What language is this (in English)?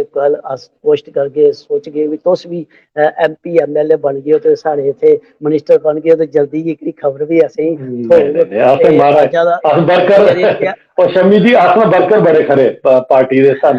Dogri